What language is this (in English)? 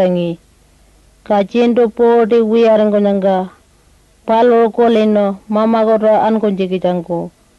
Pitjantjatjara